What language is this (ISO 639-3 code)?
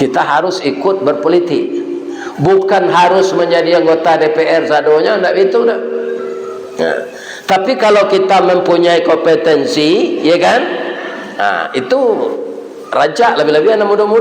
min